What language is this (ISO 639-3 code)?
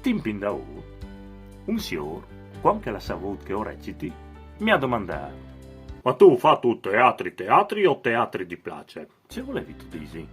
fur